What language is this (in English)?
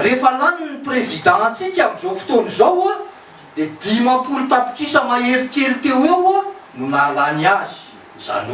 Malagasy